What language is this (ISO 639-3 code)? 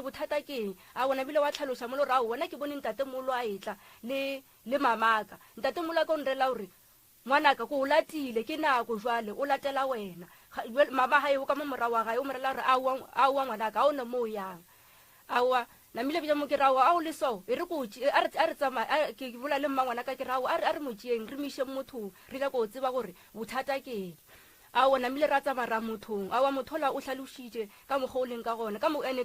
nso